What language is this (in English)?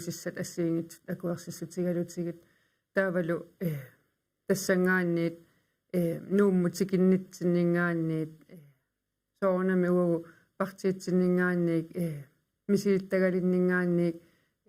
Kalaallisut